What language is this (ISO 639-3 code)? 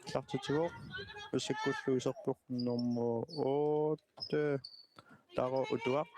kal